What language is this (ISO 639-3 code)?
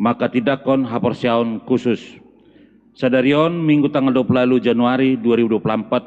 bbc